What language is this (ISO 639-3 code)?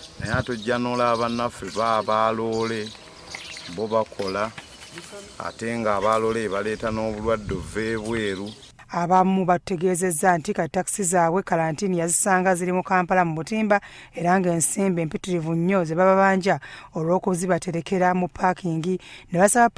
lug